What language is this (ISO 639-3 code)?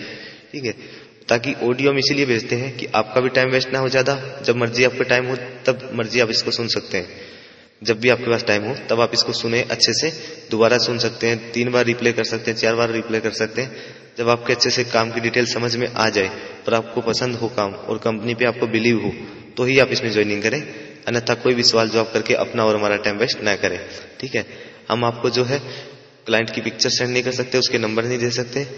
hin